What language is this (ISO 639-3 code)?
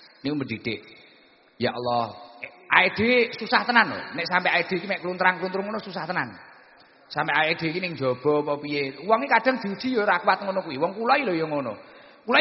jav